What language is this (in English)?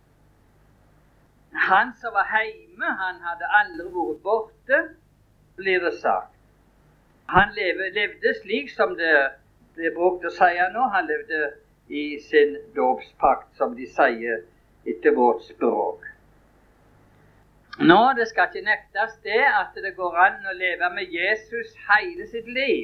Norwegian